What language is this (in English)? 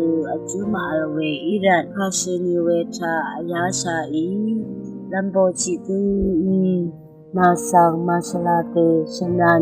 Rawang